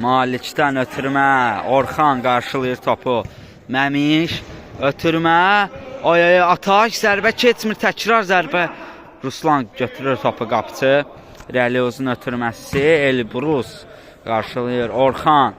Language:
Azerbaijani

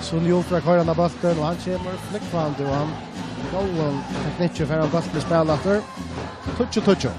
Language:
Faroese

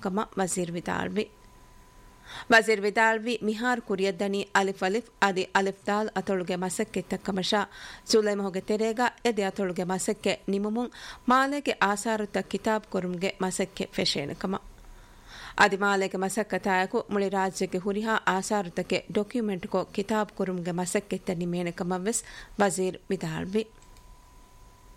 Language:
Divehi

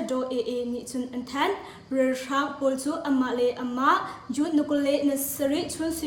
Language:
Hakha Chin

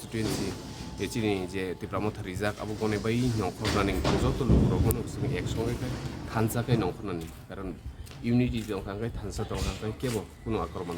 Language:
Kok Borok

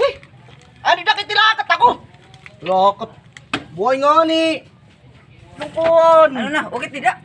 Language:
Waray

